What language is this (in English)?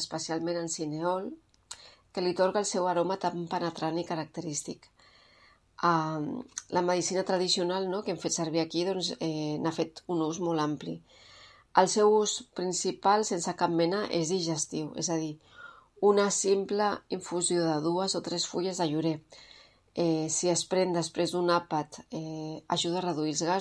Catalan